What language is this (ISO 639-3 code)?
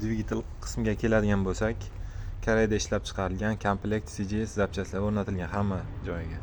uzb